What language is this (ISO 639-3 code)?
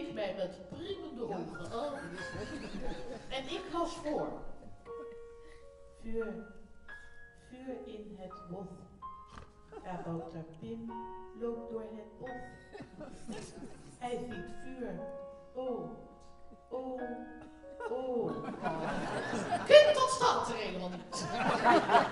nld